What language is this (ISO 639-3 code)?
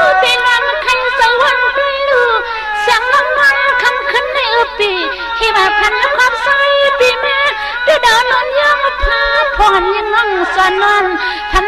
shn